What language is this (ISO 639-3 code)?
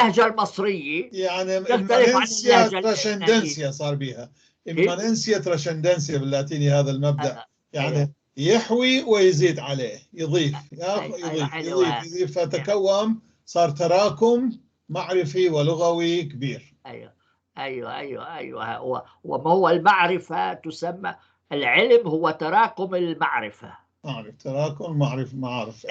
apc